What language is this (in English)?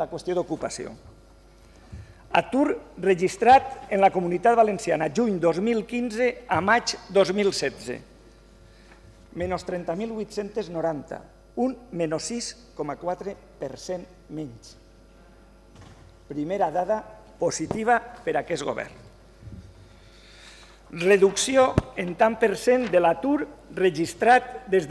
Catalan